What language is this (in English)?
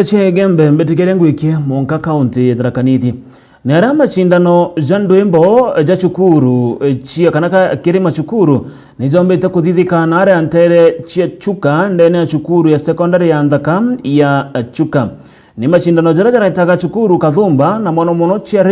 Meru